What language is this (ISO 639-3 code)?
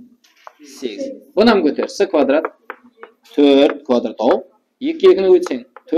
kaa